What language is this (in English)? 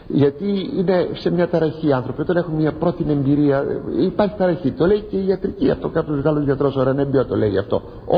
Greek